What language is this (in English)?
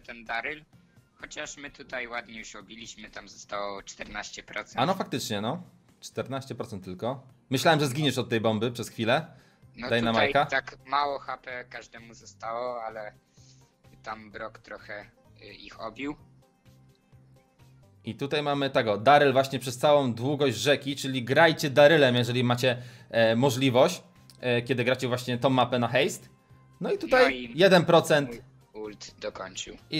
Polish